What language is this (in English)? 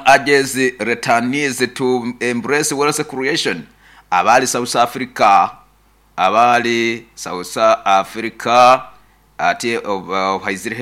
Nyoro